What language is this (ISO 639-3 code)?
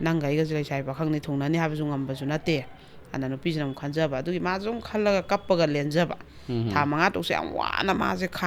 mni